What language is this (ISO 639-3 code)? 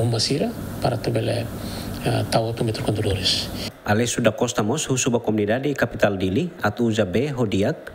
tet